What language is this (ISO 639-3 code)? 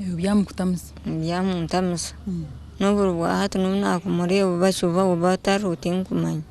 nyn